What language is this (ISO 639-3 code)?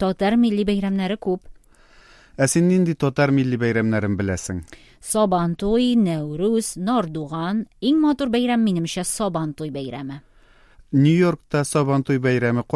tat